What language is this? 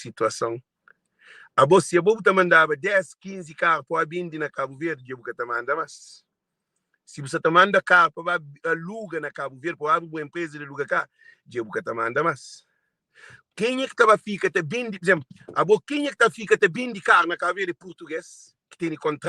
Kabuverdianu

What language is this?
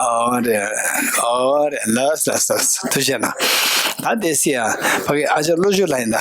Tibetan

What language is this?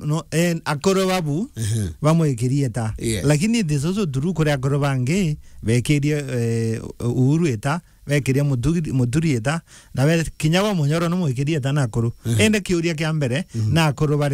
Meru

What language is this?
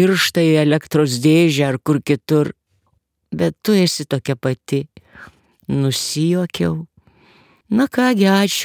Lithuanian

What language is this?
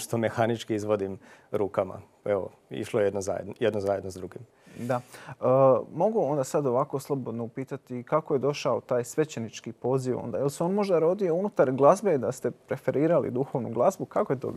Croatian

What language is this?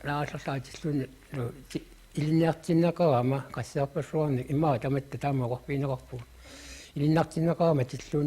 Kalaallisut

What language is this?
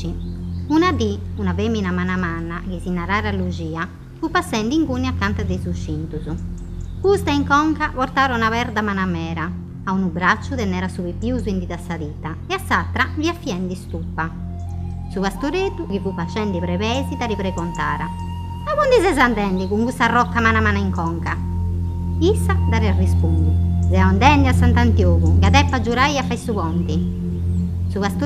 Sardinian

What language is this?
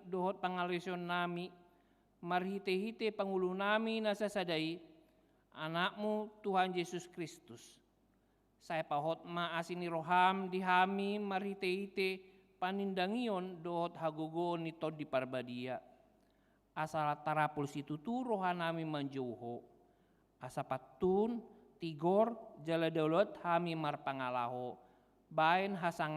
Batak Toba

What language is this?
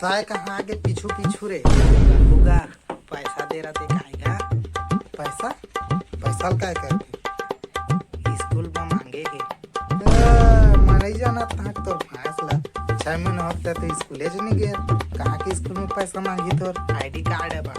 Chhattisgarhi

